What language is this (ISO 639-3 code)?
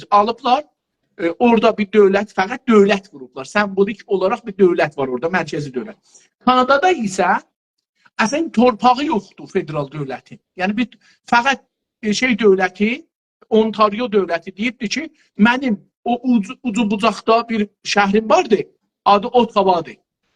azb